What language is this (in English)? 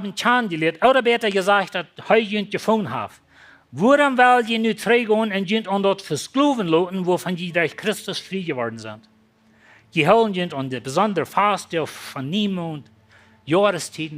Plautdietsch